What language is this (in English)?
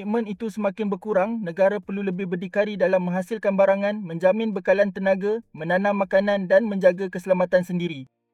Malay